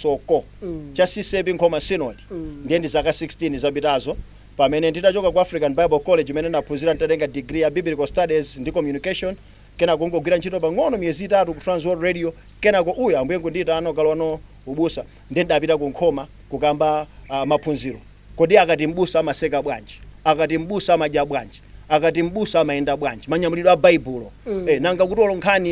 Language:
Nyanja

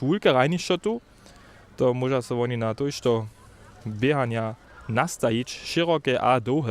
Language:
Upper Sorbian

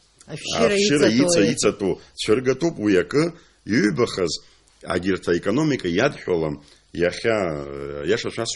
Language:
Abkhazian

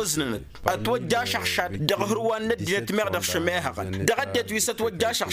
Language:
Tamasheq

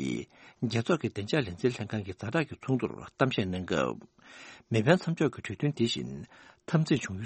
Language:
Tibetan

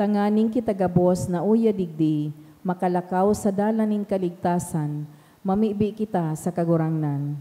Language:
Bikol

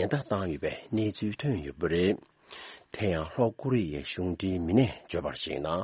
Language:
Tibetan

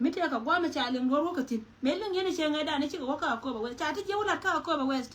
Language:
Nuer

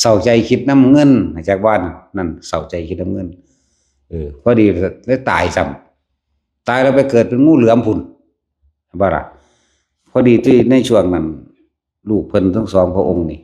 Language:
Northeastern Thai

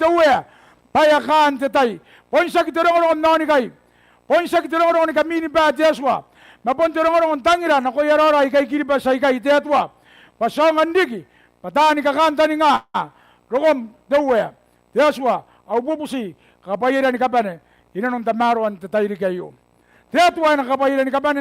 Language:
Gilbertese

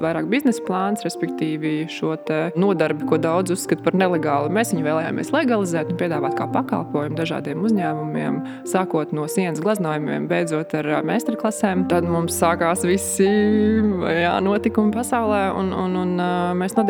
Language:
Latvian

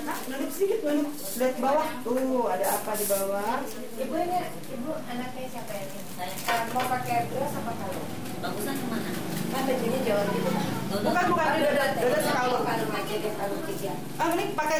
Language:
Indonesian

